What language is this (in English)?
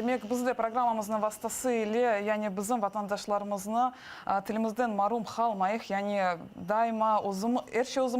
Crimean Tatar